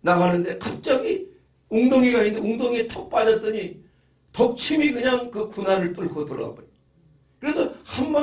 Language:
Korean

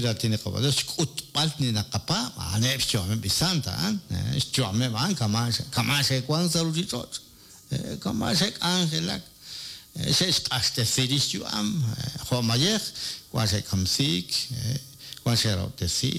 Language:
Kekchí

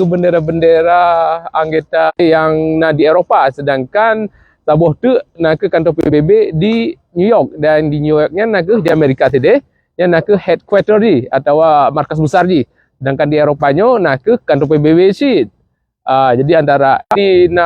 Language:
Achinese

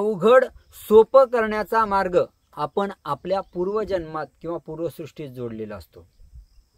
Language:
Marathi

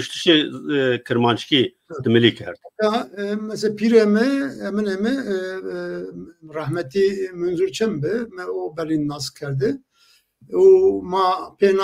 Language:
Zaza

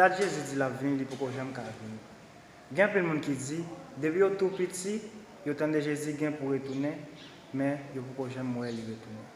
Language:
Haitian Creole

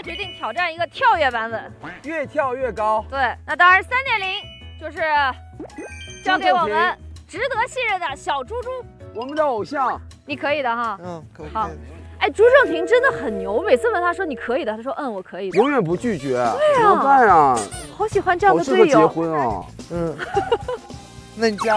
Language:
Chinese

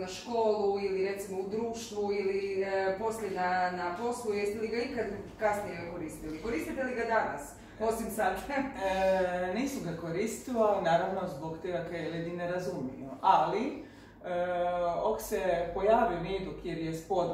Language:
Croatian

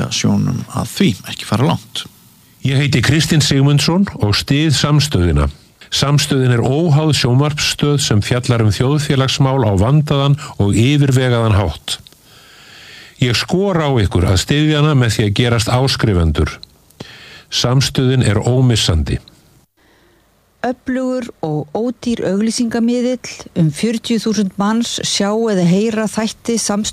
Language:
Icelandic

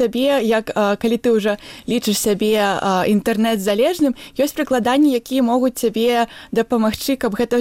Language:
Belarusian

